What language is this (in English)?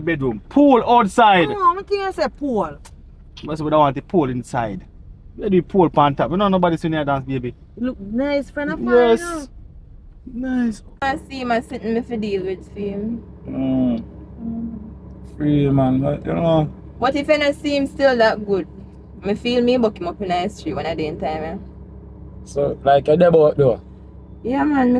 Jamaican Creole English